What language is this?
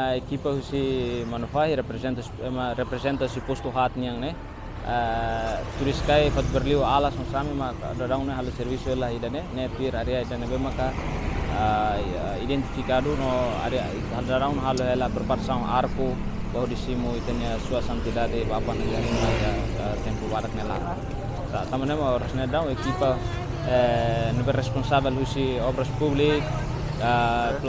Tetum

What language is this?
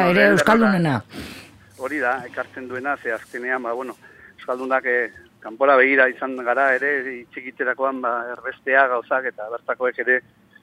Basque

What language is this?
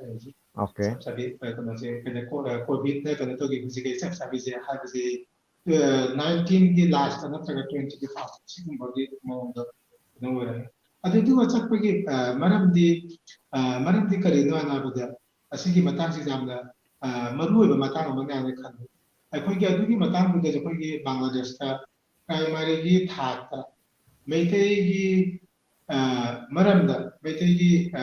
Manipuri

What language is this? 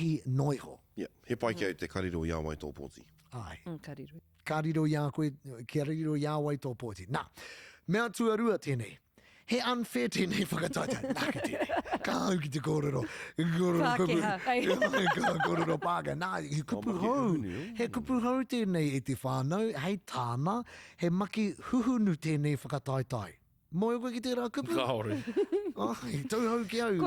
Māori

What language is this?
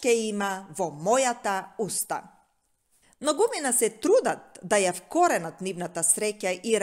Macedonian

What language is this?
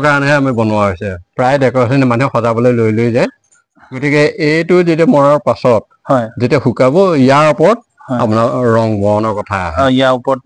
Assamese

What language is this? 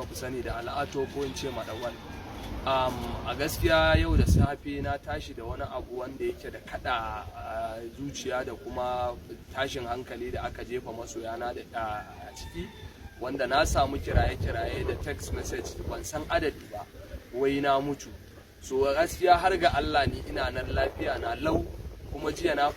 Hausa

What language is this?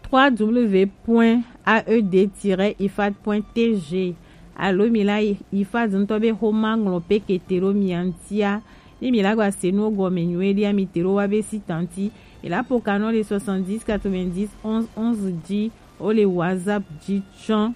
Gen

